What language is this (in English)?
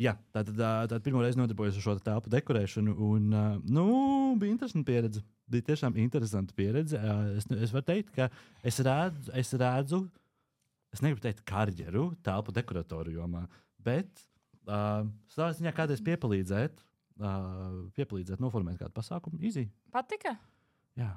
Latvian